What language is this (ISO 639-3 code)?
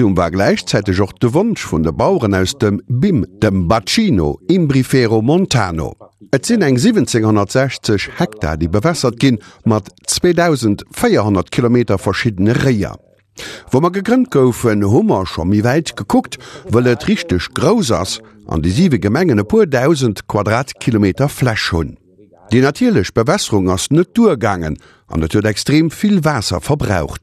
ltz